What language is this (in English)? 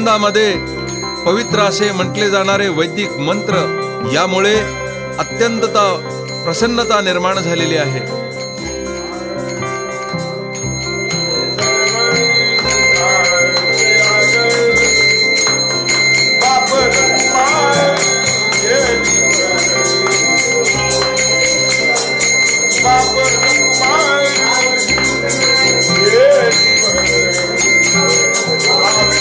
Marathi